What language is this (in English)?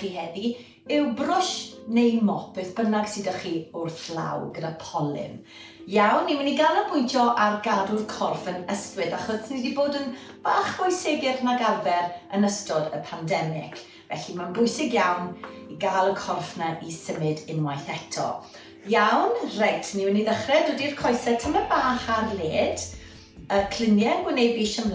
Welsh